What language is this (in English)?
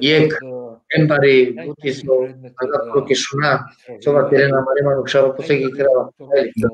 Balkan Romani